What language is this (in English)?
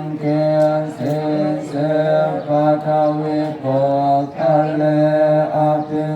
Pali